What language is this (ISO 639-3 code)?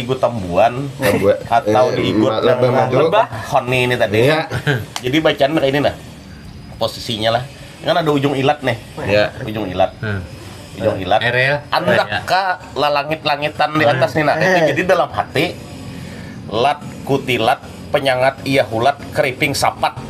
bjn